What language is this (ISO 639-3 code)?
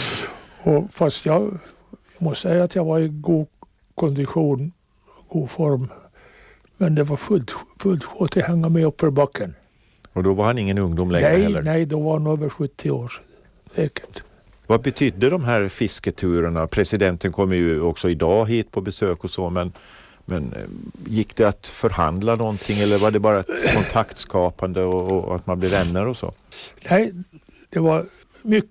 swe